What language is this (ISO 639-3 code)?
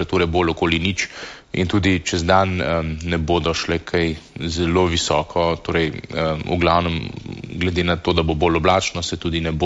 slv